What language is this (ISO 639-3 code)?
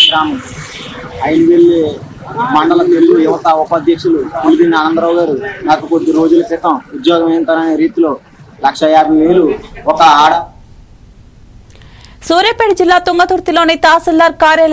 tel